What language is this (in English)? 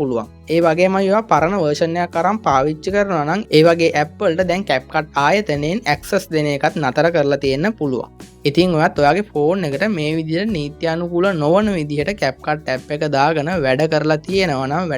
Sinhala